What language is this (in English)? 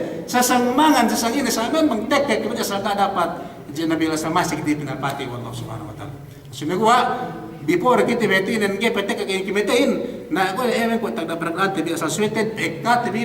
Yakan